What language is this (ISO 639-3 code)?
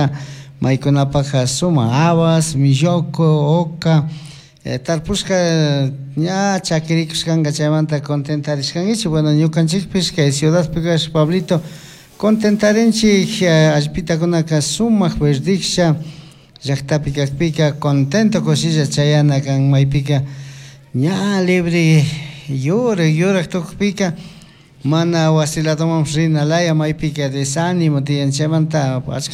qug